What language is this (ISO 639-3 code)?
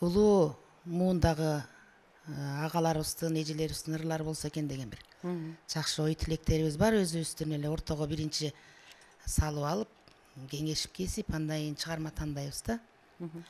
kir